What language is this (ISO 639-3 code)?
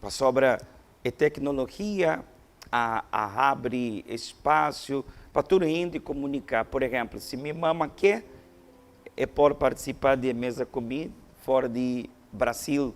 pap